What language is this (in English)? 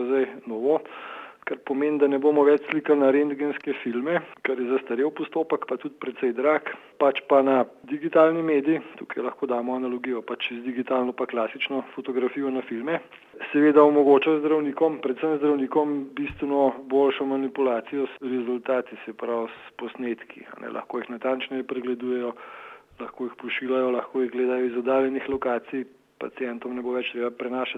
Slovenian